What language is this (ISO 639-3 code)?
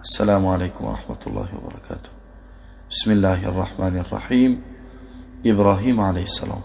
tgk